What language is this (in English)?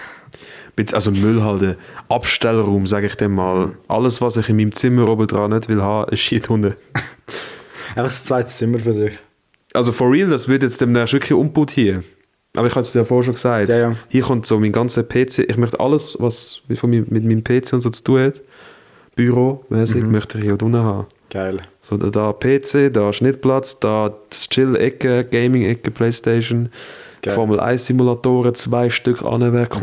Swiss German